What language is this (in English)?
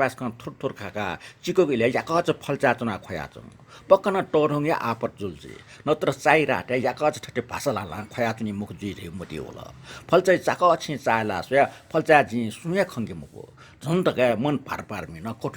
Newari